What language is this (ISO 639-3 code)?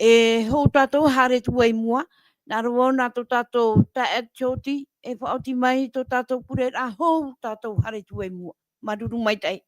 tah